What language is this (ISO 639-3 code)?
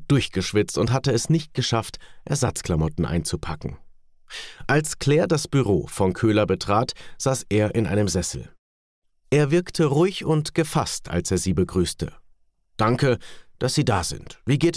deu